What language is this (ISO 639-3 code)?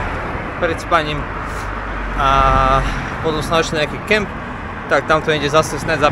slk